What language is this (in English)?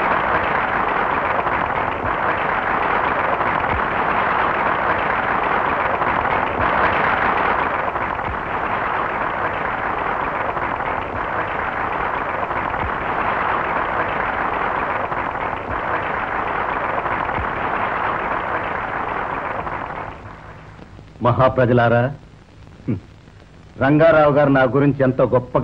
Telugu